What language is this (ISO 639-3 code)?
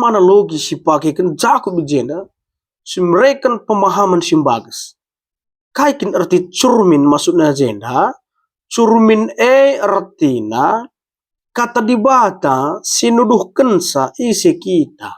btx